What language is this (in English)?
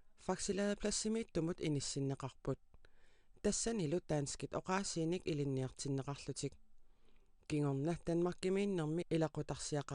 Kalaallisut